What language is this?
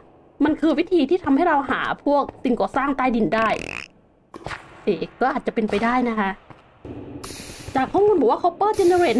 Thai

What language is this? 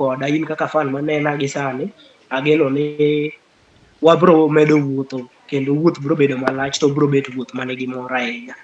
Luo (Kenya and Tanzania)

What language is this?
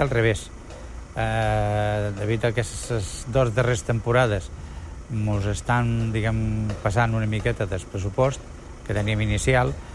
Catalan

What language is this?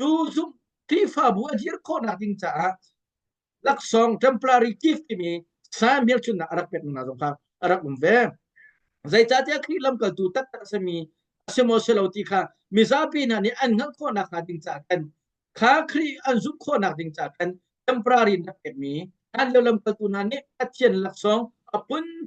Hakha Chin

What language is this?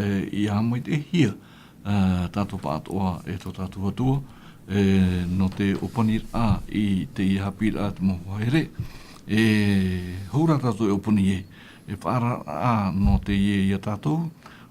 Tahitian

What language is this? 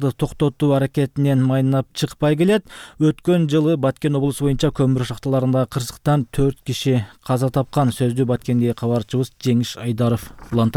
Kyrgyz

